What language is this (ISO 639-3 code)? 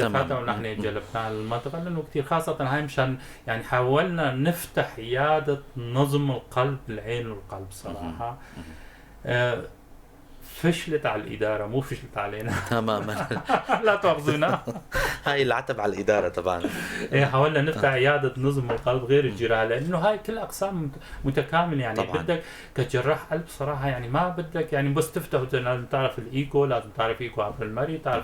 apc